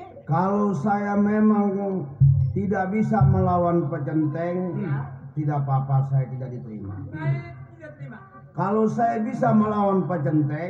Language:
Betawi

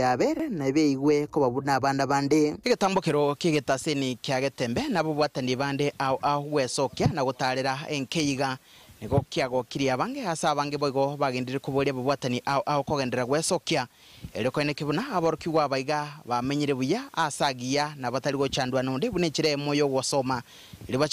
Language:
Gusii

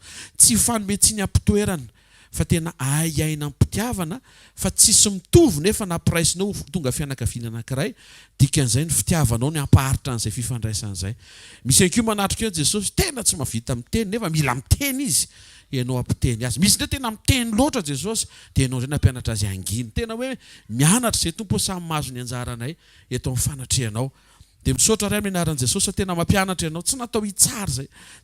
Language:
Malagasy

